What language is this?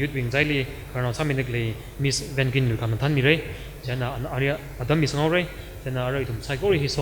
Tangkhul Naga (India)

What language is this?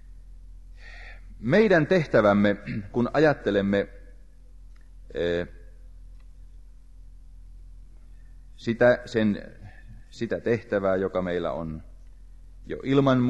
Finnish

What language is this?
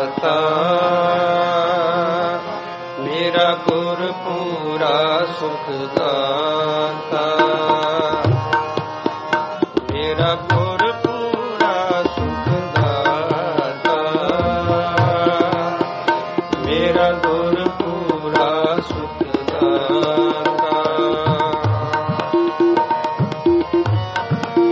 Punjabi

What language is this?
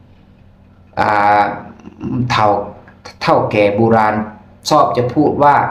Lao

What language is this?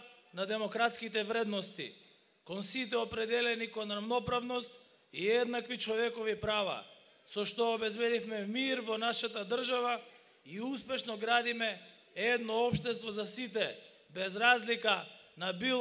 Macedonian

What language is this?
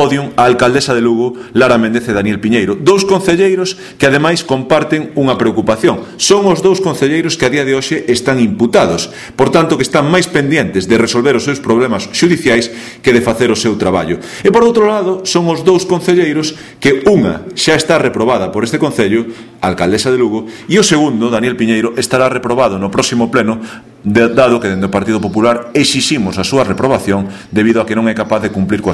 Galician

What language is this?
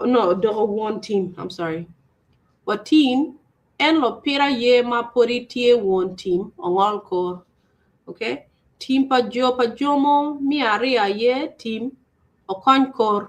Acoli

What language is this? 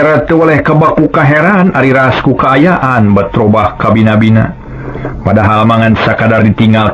Sundanese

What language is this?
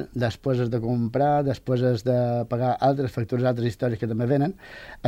Catalan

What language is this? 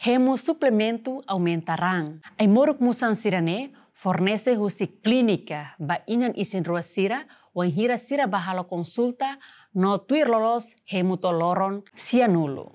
Tetum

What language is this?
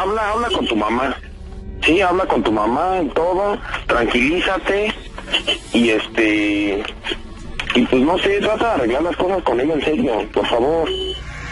Spanish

